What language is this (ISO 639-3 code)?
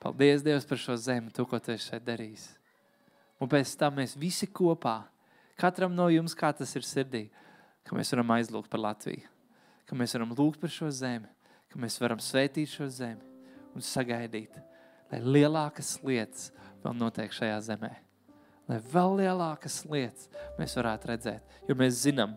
lav